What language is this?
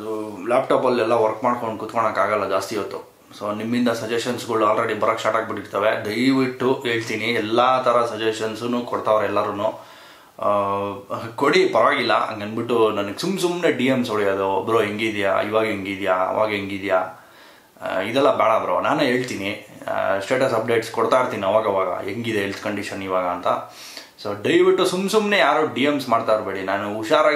Kannada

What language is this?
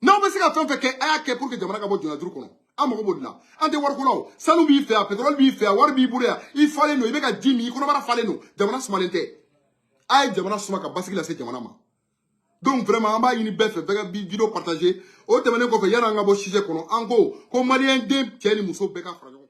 Bambara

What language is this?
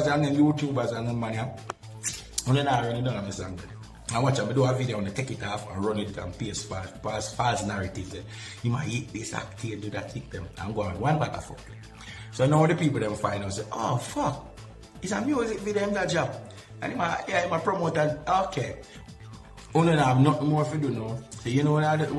Jamaican Creole English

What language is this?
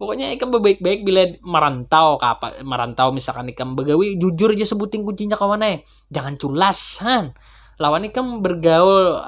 Banjar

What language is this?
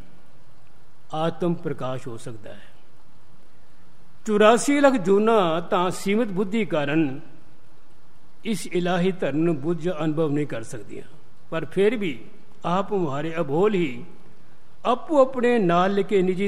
Punjabi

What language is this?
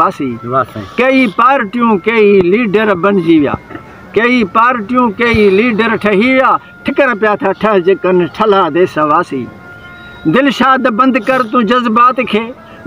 Sindhi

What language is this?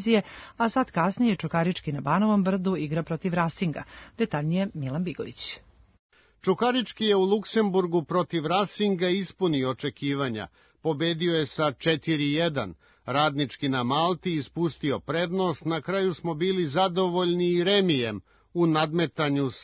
Serbian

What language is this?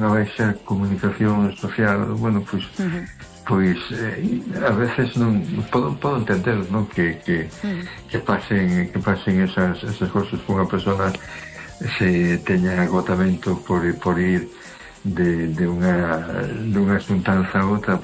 Galician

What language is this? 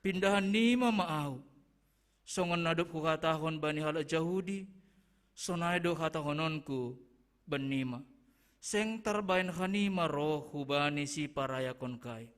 Batak Simalungun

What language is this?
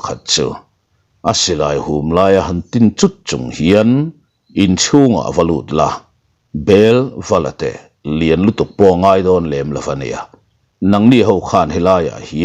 Mizo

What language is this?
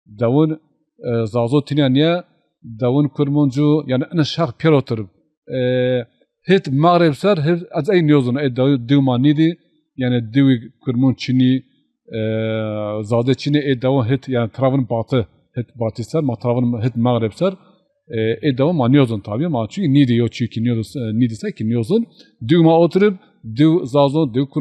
Zaza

